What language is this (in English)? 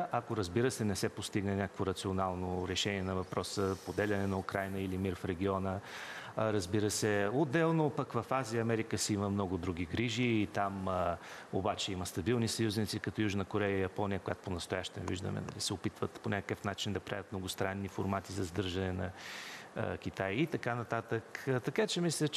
Bulgarian